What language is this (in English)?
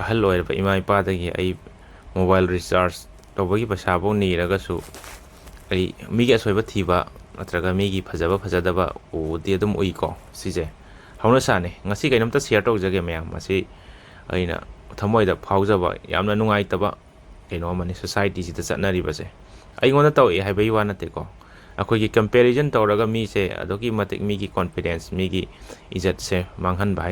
Manipuri